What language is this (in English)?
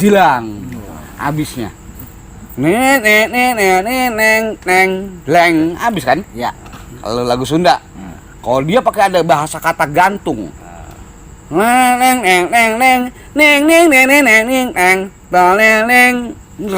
Betawi